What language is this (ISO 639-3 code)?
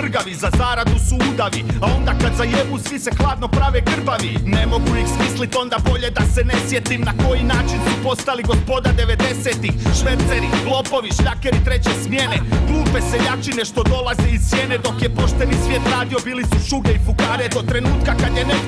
hrv